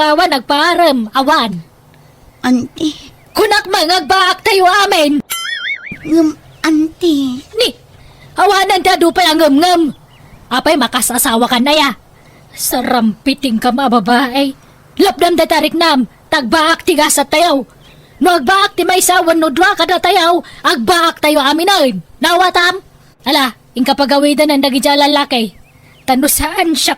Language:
Iloko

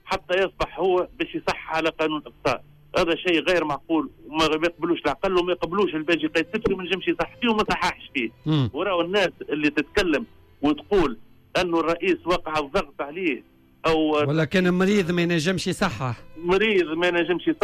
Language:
Tunisian Arabic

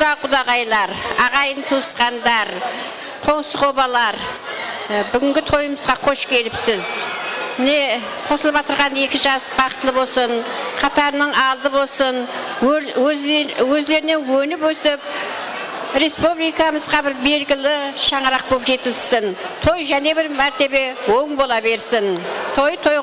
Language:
Kara-Kalpak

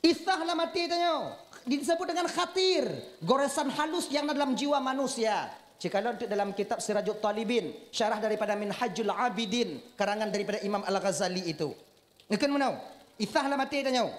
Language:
Achinese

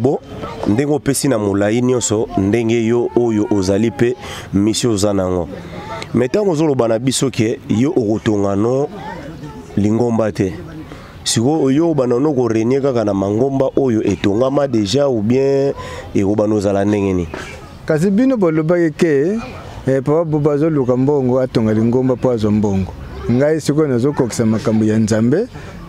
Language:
Lingala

